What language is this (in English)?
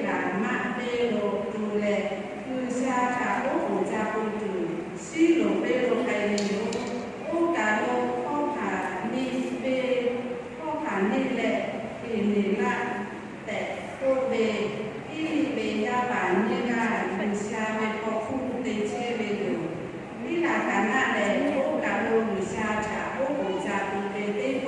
Lahu